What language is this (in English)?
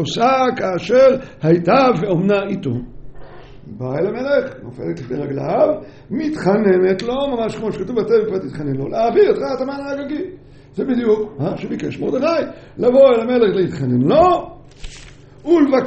Hebrew